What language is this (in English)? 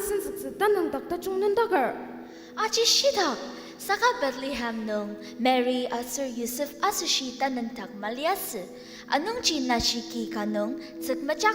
Ao Naga